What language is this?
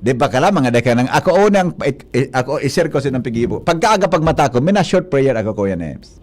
Bikol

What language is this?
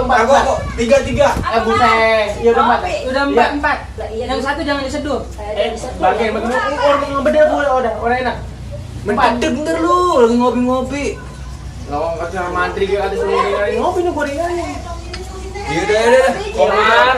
Betawi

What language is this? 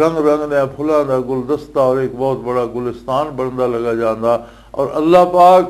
Western Panjabi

